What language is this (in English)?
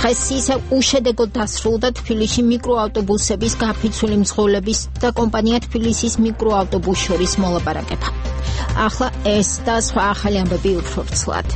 Georgian